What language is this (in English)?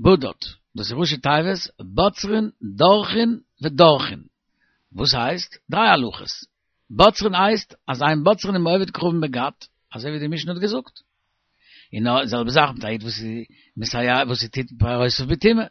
Yiddish